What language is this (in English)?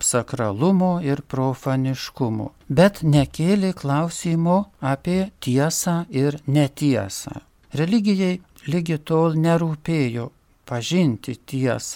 Lithuanian